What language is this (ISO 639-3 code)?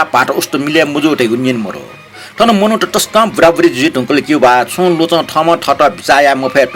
new